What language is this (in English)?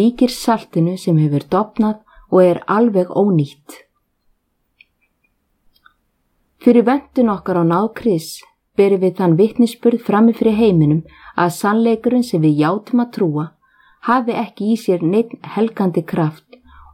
Icelandic